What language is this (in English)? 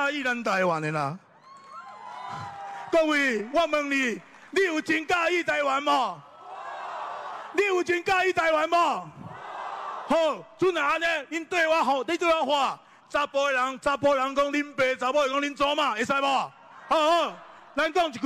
Min Nan Chinese